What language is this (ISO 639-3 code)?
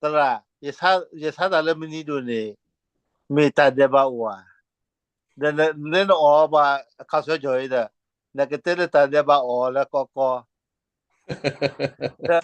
ksw